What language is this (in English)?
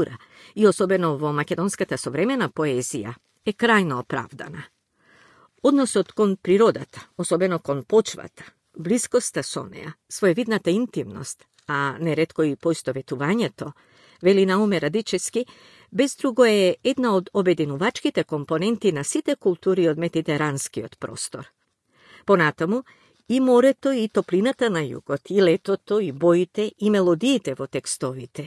Macedonian